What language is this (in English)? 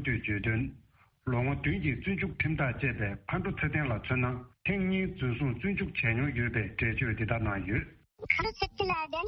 Tibetan